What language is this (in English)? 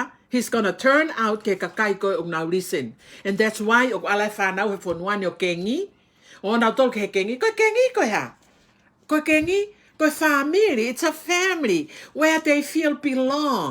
Tongan